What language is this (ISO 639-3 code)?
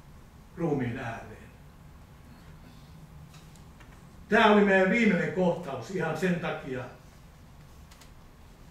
fin